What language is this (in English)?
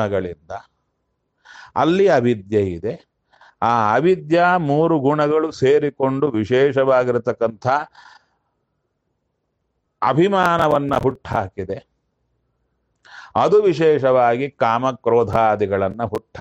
Kannada